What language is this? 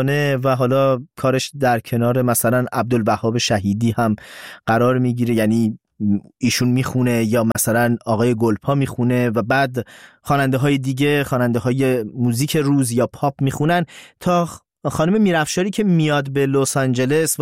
Persian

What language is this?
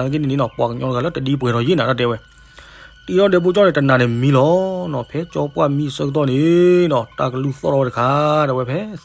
S'gaw Karen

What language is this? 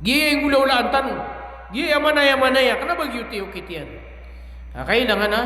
Maranao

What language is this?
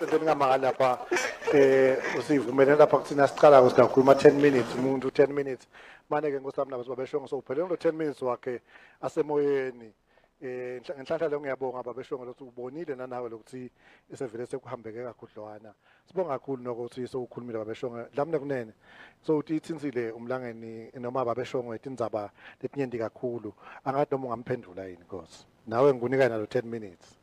Swati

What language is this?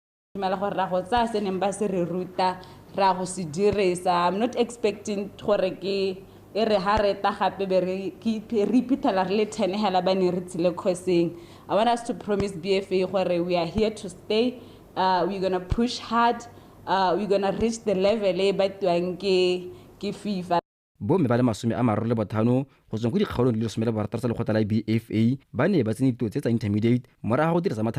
Tswana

